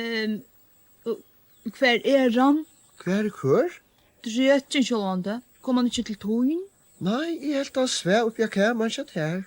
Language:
Faroese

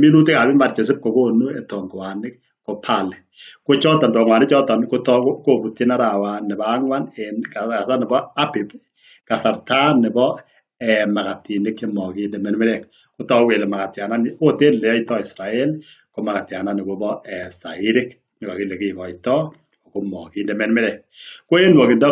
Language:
Kalenjin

